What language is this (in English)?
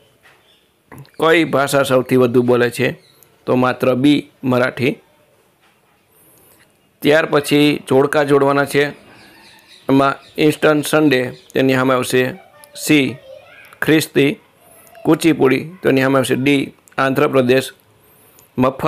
Gujarati